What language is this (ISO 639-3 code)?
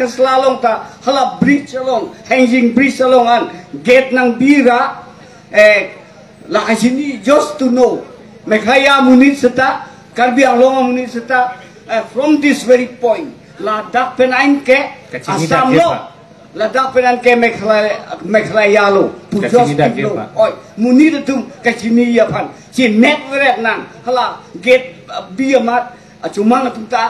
mjw